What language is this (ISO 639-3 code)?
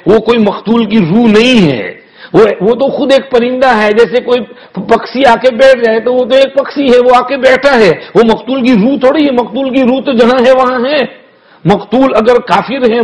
urd